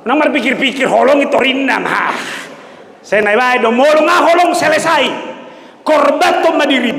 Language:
Batak Toba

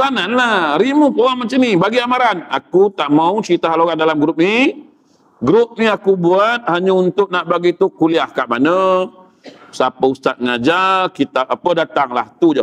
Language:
Malay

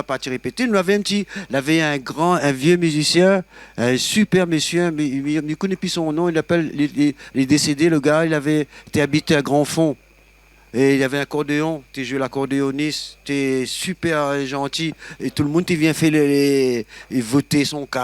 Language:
Réunion Creole French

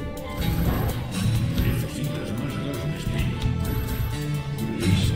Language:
Spanish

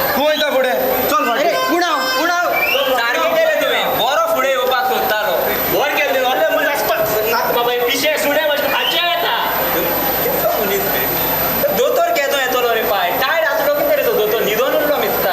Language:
Konkani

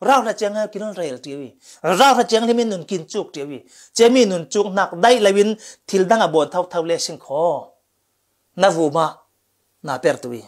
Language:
Falam Chin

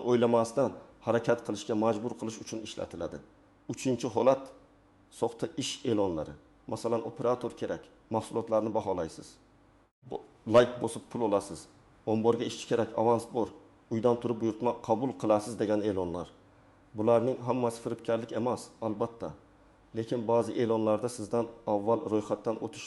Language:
Uzbek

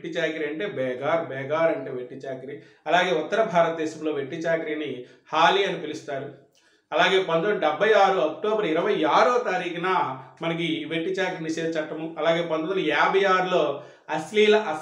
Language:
Telugu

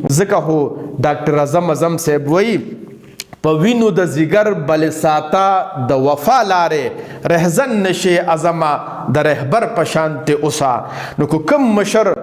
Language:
Pashto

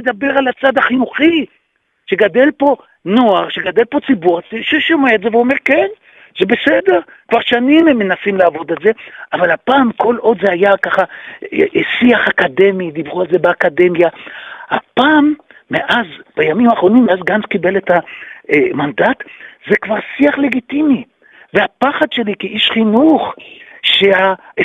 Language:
Hebrew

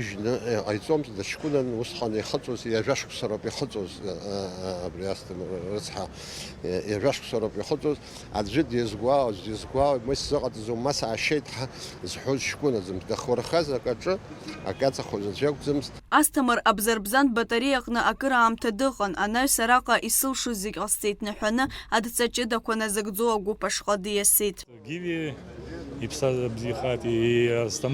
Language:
Abkhazian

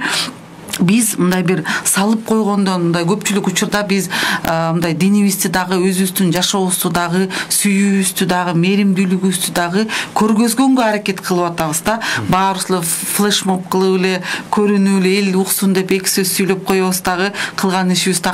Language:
Kyrgyz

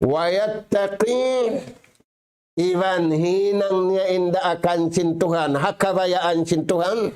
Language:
Tausug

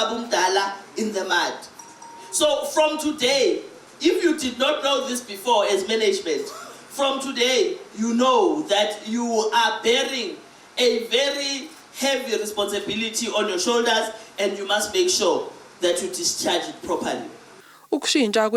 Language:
Zulu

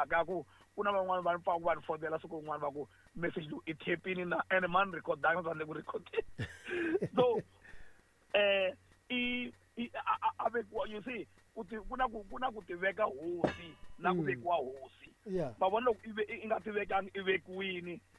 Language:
Tsonga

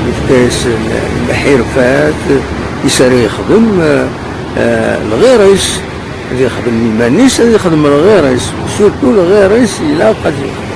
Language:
Kabyle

